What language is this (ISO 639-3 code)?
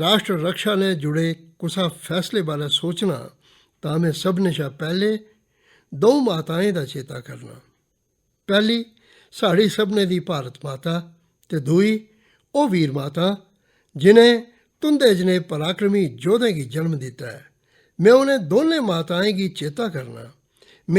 doi